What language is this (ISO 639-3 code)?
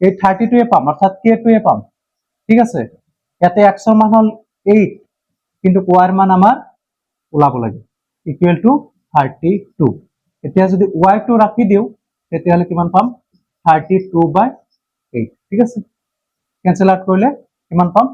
asm